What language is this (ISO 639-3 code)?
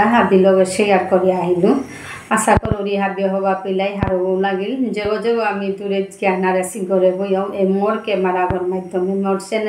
bpy